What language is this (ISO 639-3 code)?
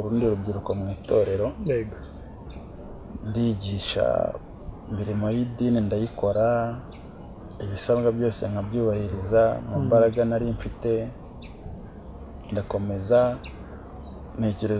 kin